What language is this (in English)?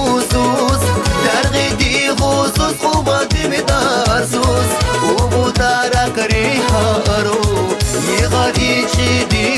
Tabassaran